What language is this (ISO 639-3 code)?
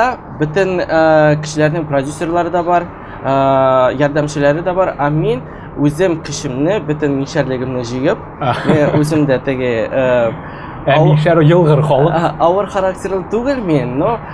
tat